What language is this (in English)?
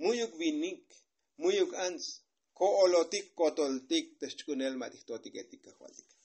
Tzotzil